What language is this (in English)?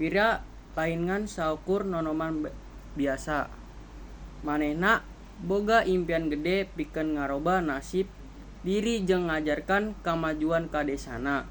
Sundanese